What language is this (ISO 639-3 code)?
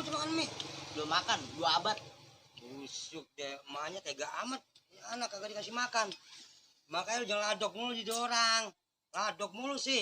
bew